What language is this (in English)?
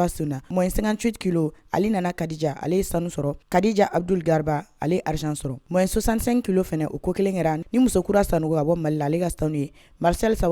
Bambara